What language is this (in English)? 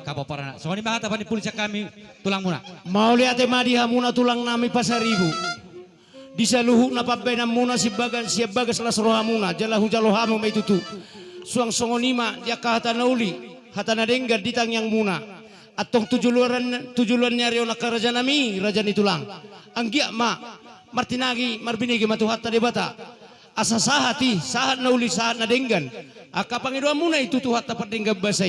Batak Toba